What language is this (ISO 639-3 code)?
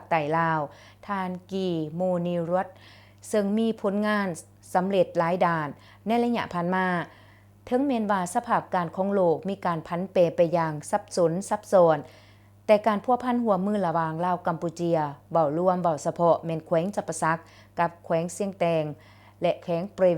lao